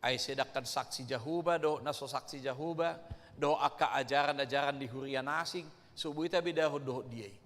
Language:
Batak Toba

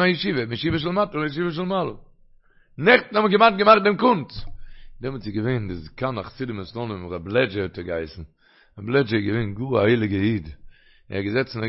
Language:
Yiddish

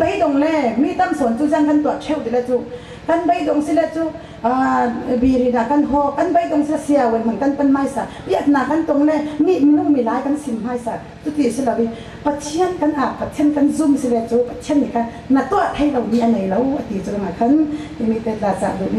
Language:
Falam Chin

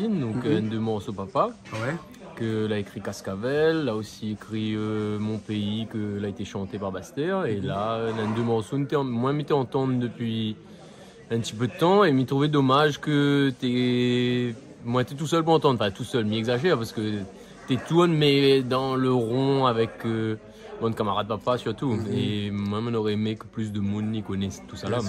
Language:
Réunion Creole French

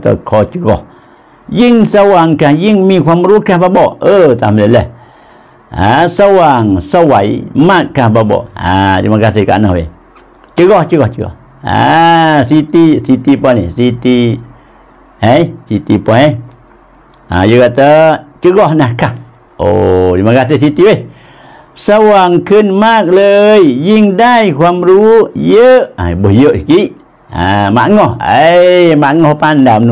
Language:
Pattani Malay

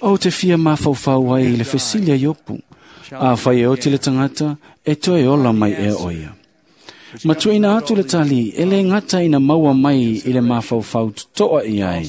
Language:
Samoan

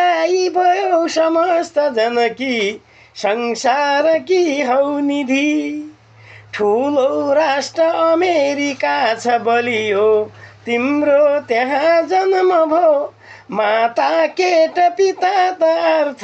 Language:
Nepali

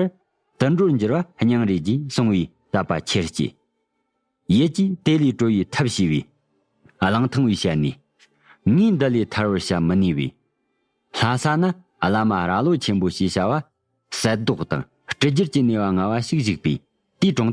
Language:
Tibetan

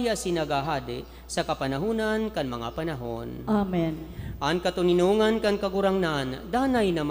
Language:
Bikol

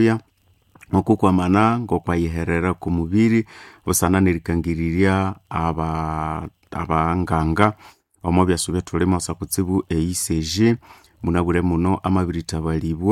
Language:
Nande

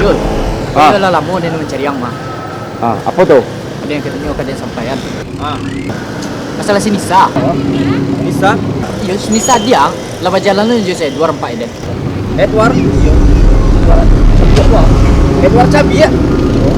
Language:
Minangkabau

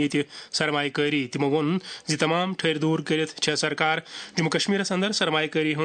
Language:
Kashmiri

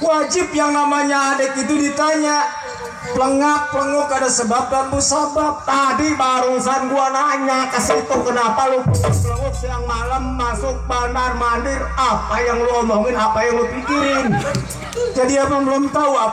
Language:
Betawi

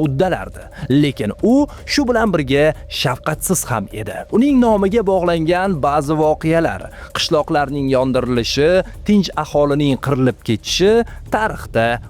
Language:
Uzbek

